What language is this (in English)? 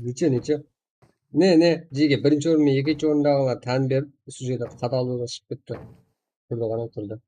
Kara-Kalpak